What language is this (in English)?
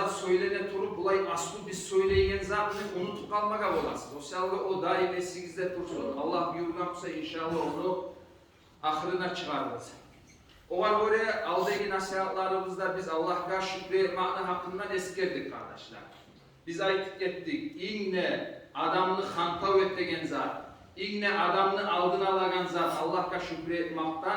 Kumyk